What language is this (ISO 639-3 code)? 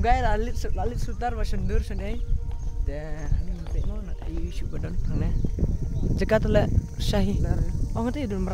kha